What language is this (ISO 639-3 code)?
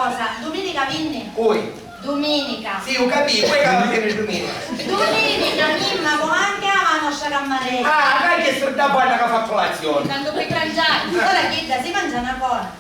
scn